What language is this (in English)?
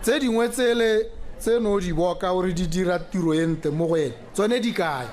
Tswana